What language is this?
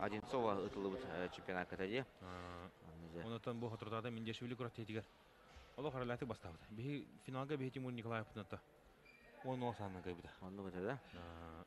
Yakut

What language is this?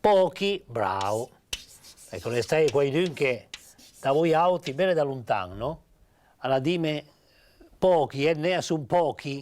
Piedmontese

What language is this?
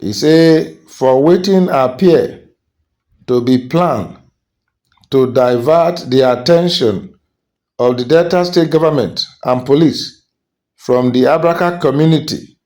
Nigerian Pidgin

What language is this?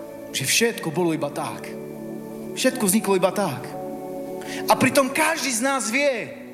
Slovak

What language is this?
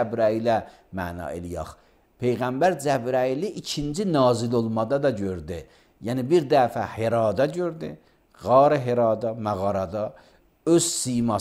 Azerbaijani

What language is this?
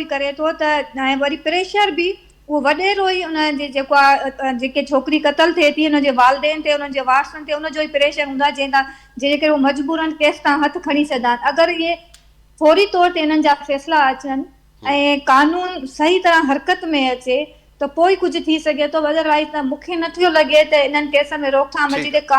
Sindhi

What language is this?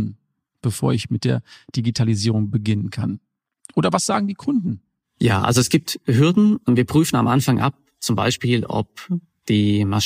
German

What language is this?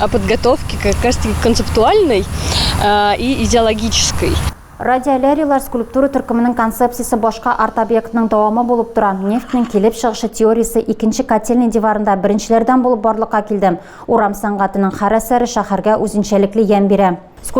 Tatar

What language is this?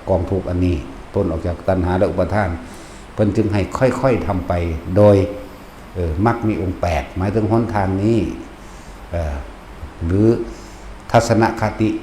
Northeastern Thai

